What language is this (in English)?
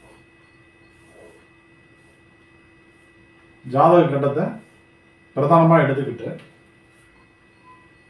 Tamil